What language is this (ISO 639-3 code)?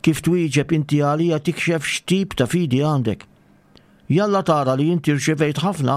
mlt